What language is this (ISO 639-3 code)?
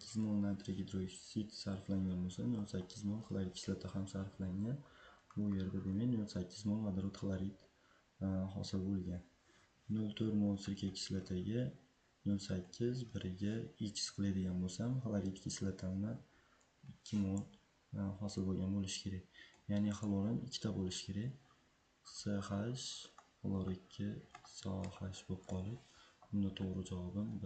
uzb